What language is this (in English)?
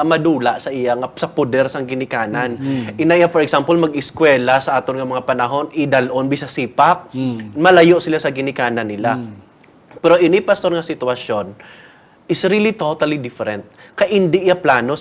Hiligaynon